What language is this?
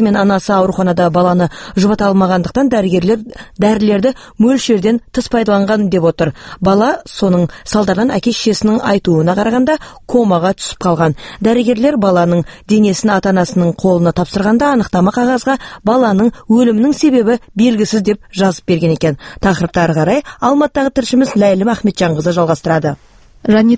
Kazakh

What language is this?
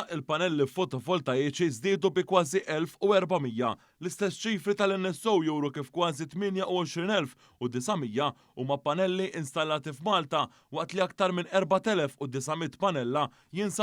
Maltese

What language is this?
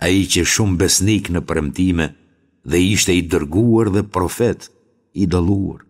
Albanian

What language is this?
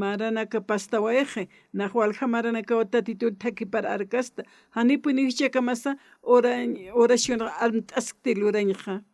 Aymara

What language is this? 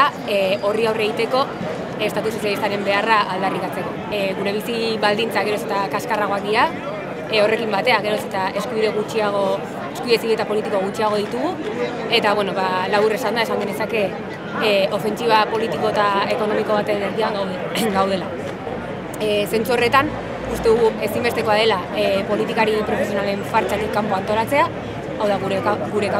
Basque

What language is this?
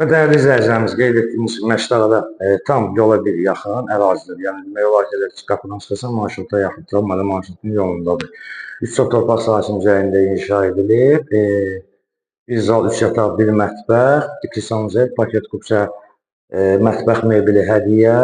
Azerbaijani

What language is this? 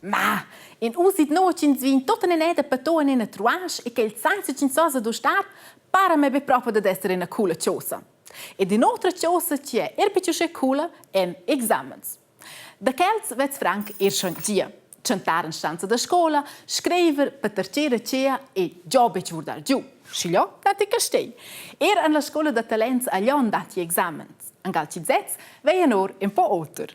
Romansh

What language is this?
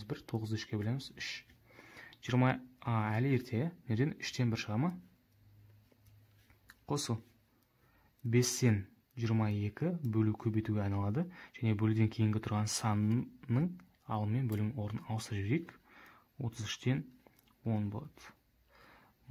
Kazakh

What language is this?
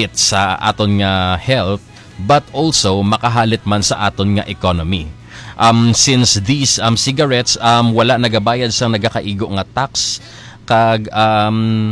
Hiligaynon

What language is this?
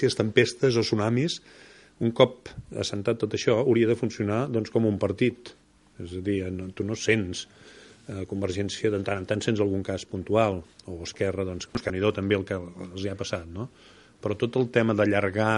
Catalan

